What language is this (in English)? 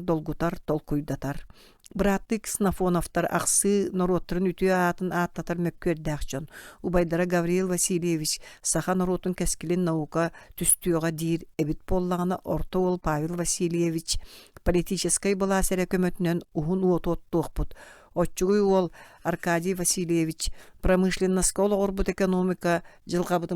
Yakut